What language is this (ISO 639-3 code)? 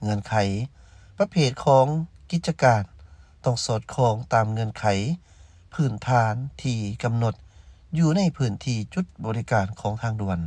lao